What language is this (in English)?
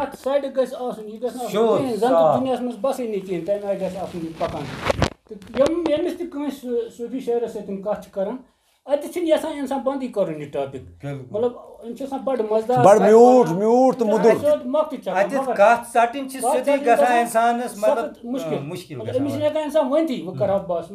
Kashmiri